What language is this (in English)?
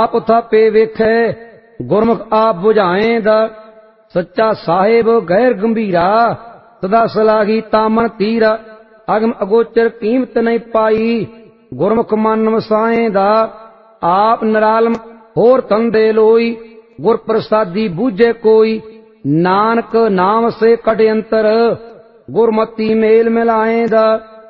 Punjabi